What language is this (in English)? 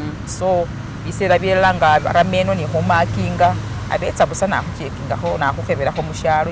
Masaaba